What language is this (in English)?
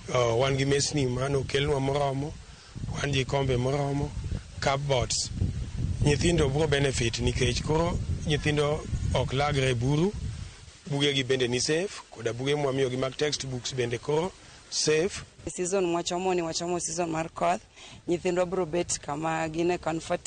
Luo (Kenya and Tanzania)